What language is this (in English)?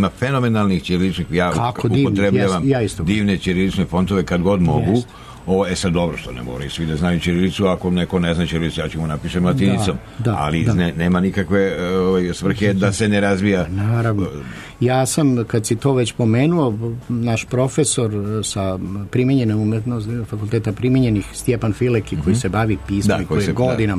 Serbian